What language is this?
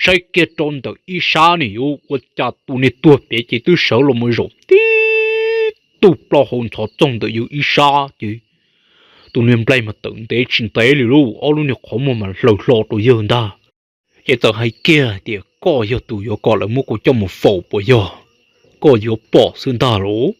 Hmong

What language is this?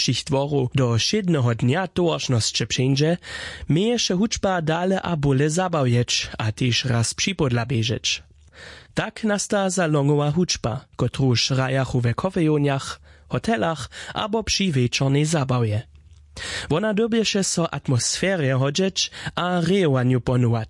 Upper Sorbian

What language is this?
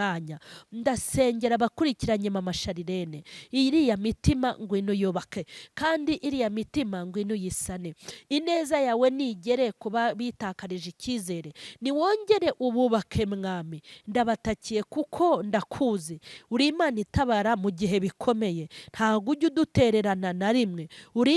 Kinyarwanda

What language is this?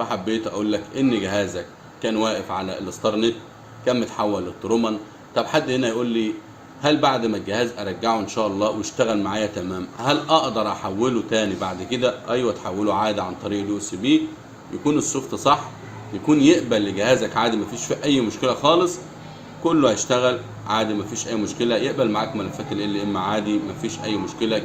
Egyptian Arabic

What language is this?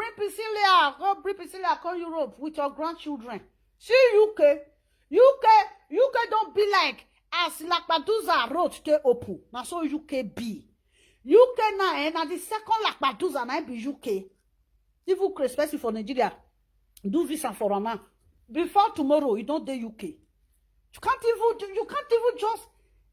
Nigerian Pidgin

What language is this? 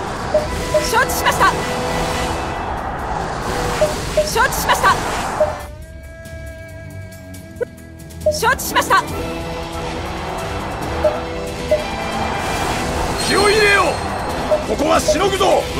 Japanese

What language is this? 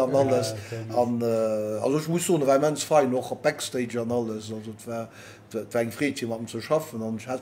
Luxembourgish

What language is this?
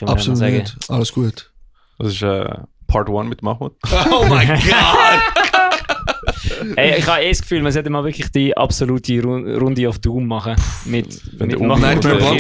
Swiss German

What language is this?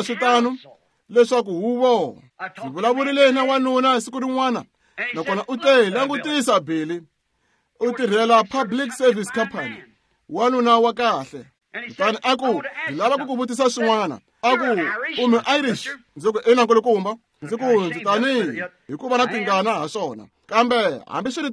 Tsonga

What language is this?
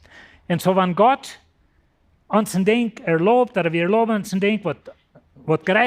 Plautdietsch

